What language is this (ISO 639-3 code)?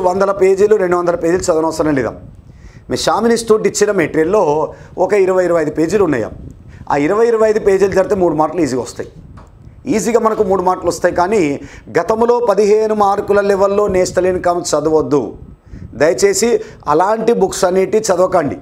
tel